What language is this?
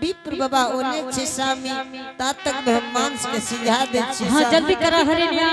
Angika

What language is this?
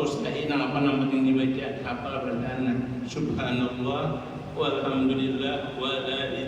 Banjar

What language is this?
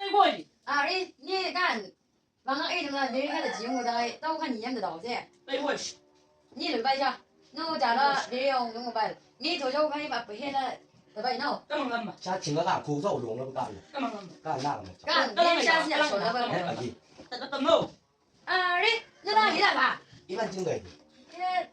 Chang Naga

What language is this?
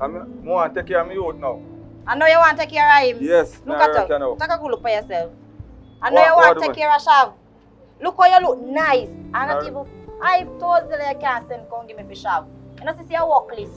Jamaican Creole English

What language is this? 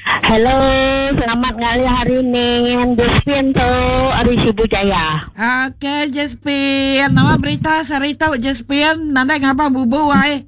Iban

